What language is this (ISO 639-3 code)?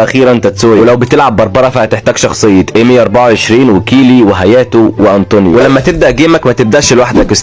arz